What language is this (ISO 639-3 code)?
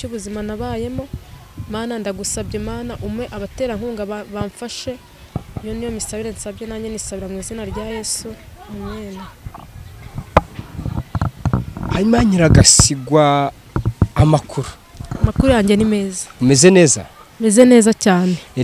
kin